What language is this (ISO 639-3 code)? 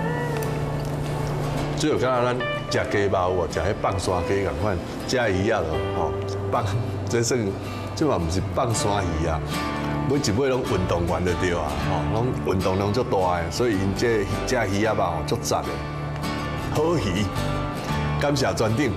nan